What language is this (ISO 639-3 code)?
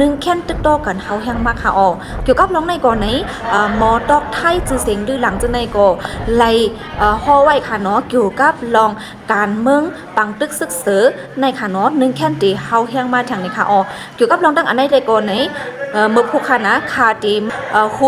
shn